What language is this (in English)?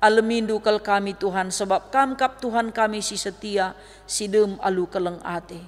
Batak Karo